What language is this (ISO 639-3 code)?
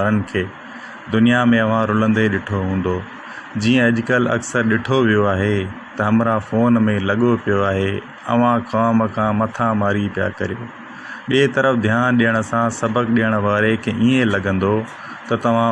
snd